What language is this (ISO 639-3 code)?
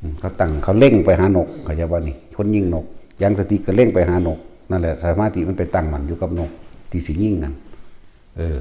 tts